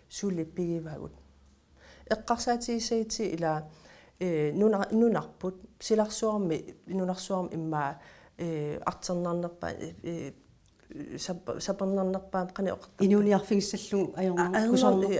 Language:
Kalaallisut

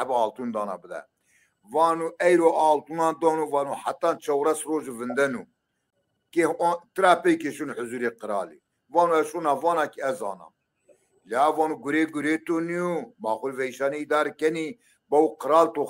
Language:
Zaza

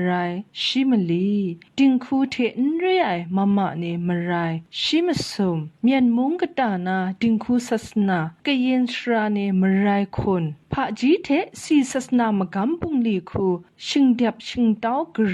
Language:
Kachin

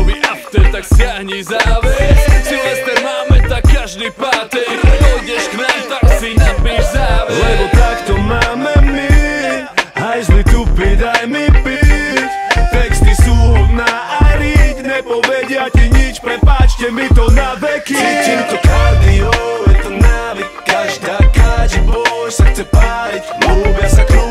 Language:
Slovak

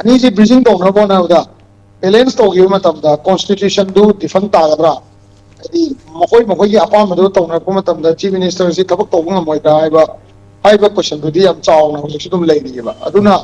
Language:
Manipuri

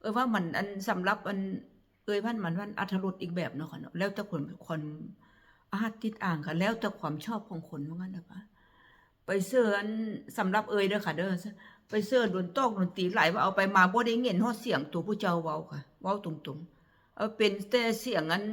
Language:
Northeastern Thai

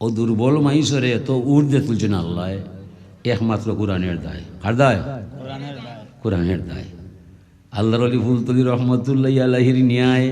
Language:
Sylheti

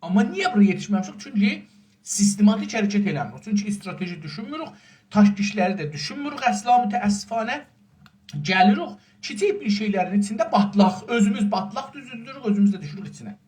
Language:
South Azerbaijani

